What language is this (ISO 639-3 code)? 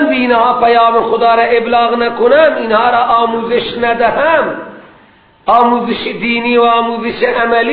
fas